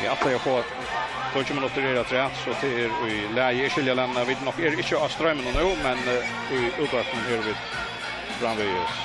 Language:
Faroese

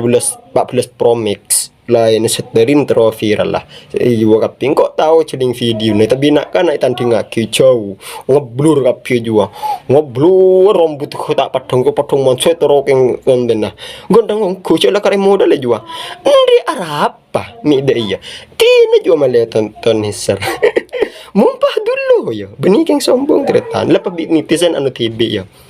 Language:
Madurese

